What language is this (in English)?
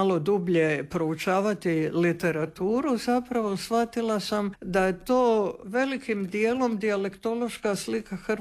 Croatian